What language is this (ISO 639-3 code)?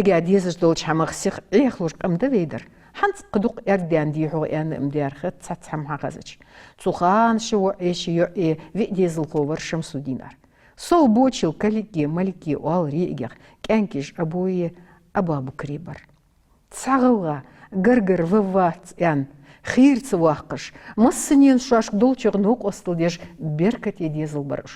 inh